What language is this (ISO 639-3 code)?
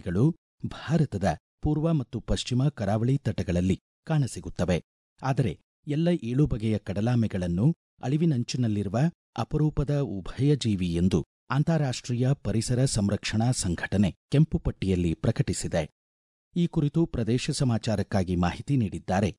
kan